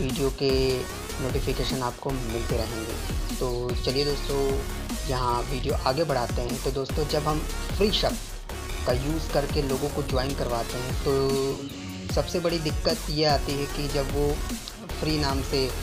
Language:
Hindi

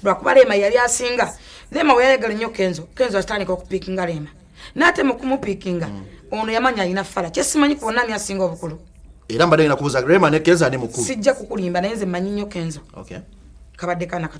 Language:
Ganda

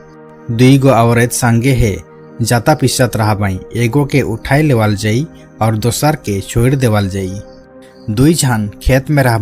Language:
Sadri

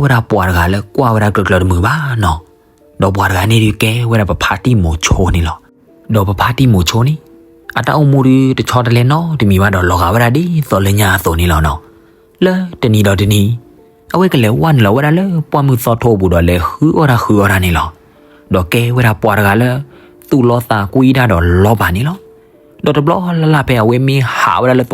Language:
S'gaw Karen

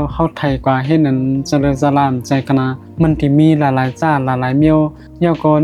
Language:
Shan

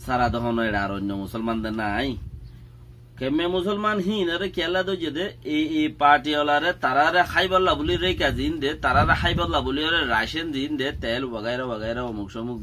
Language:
Rohingya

